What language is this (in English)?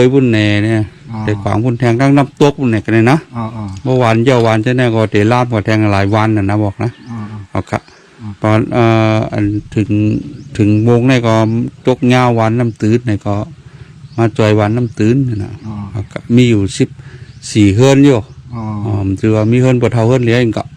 Shan